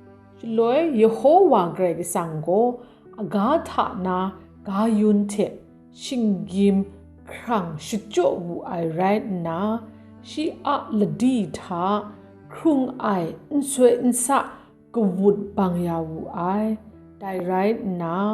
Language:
Kachin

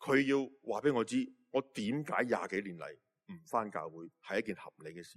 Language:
Cantonese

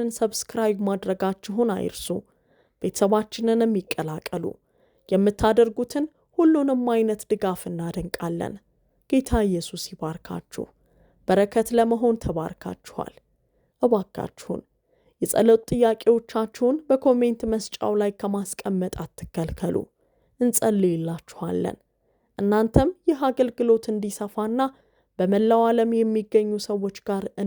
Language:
Amharic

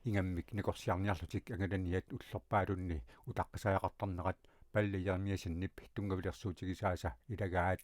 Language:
Kalaallisut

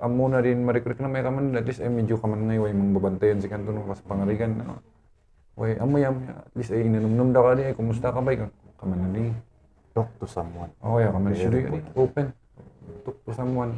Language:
Kankanaey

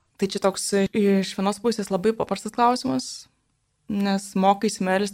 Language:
Lithuanian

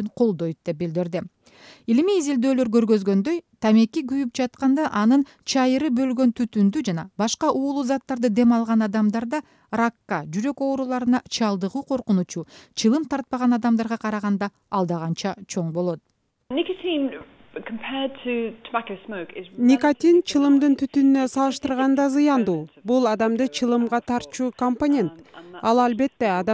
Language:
Kyrgyz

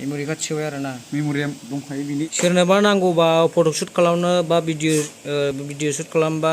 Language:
Bodo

